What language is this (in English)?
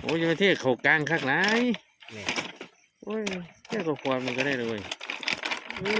Lao